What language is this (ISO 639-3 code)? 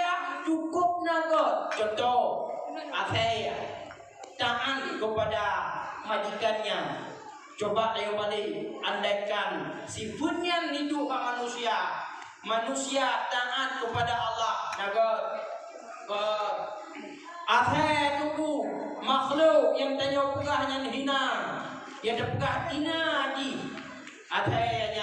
ace